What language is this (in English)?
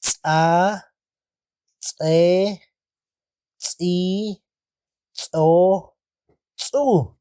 Tektiteko